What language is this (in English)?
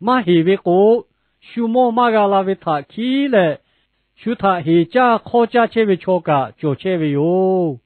Lahu